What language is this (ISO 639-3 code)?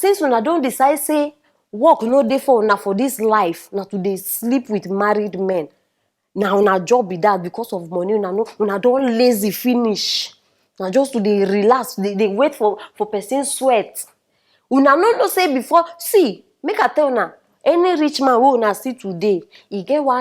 pcm